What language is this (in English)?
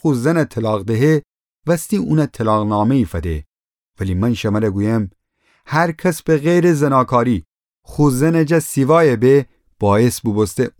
Gilaki